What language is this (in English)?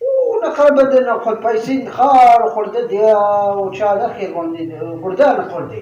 Saraiki